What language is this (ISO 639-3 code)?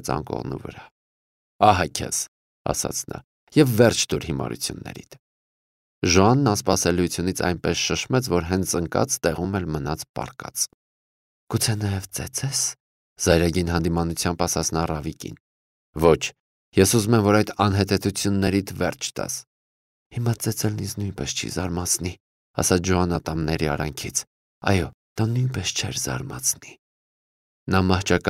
hye